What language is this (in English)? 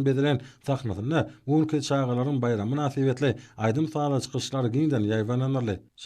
Turkmen